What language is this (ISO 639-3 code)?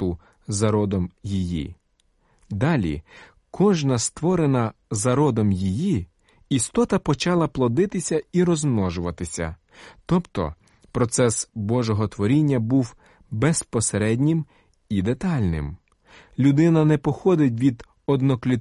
ukr